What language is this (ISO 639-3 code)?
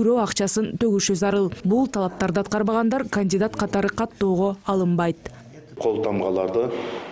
kir